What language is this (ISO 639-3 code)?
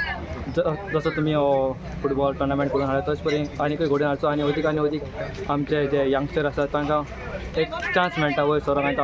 kok